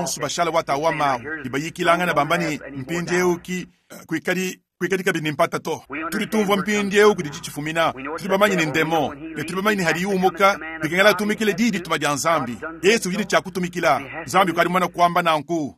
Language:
Luba-Lulua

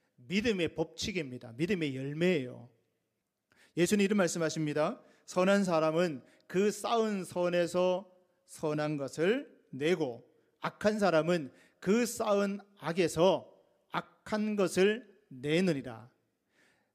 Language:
Korean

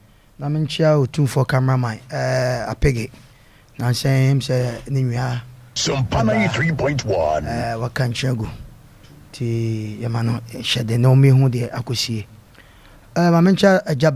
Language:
Akan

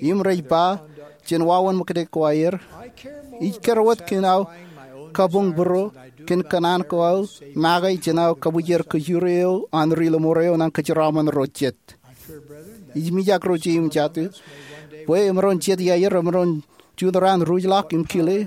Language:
Marshallese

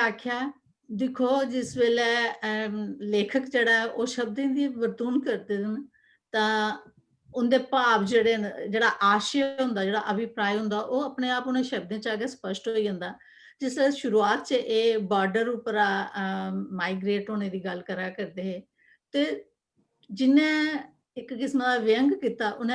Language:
Dogri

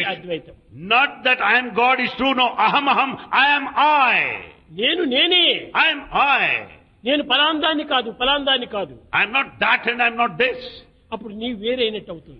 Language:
Telugu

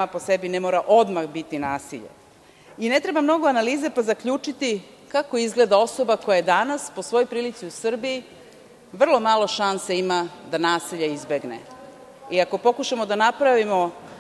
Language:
Serbian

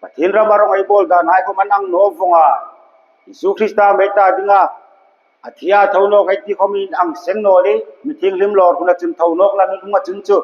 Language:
Hmar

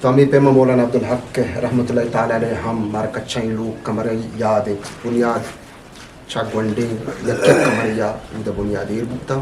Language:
Eastern Balochi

